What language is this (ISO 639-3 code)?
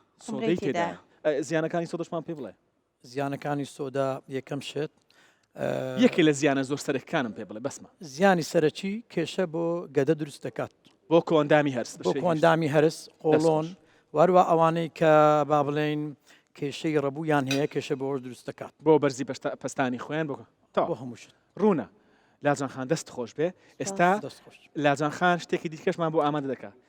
ckb